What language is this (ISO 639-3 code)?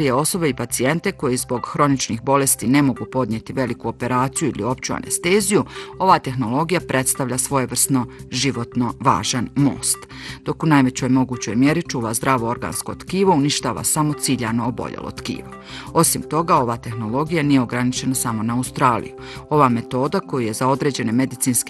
bos